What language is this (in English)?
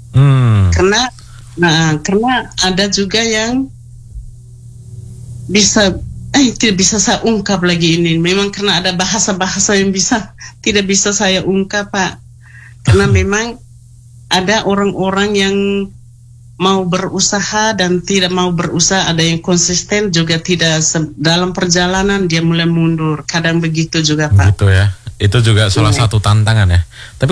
Indonesian